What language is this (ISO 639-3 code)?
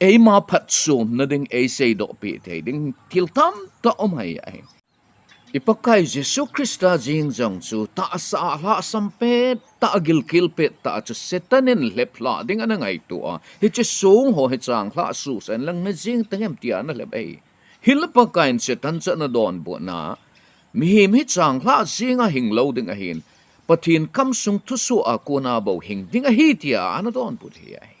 tcz